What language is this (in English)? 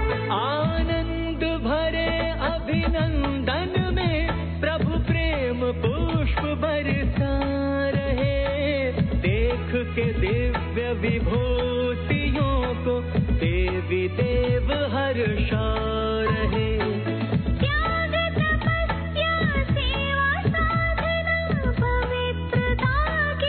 Hindi